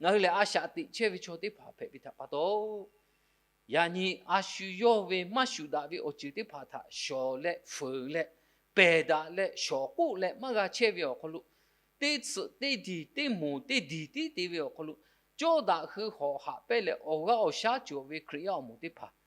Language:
Lahu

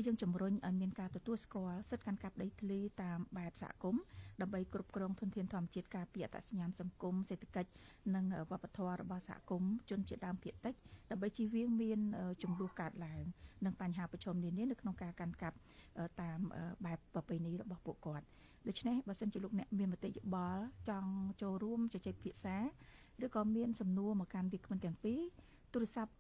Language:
Khmer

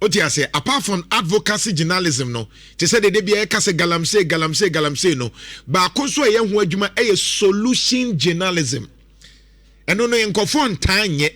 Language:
Akan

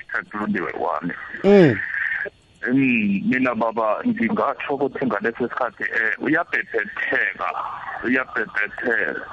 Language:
South Ndebele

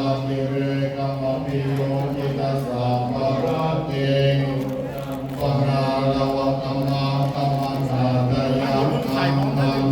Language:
Pali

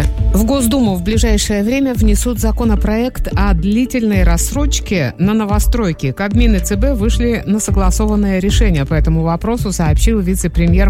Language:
Russian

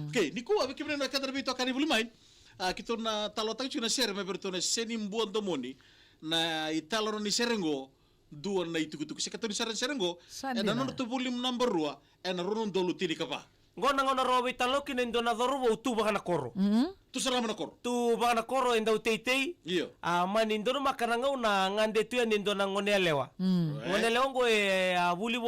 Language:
Fijian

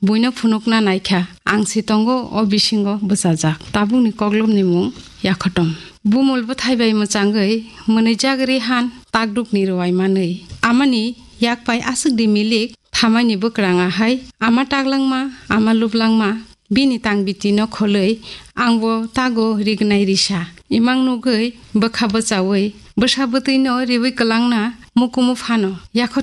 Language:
Kok Borok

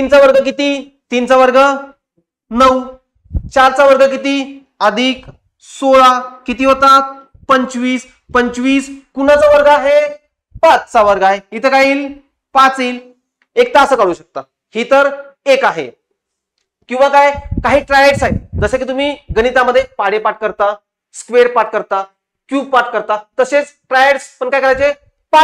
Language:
Marathi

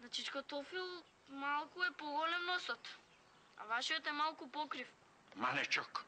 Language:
Macedonian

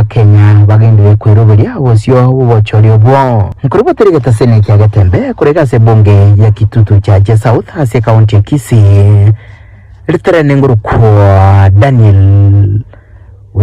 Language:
Gusii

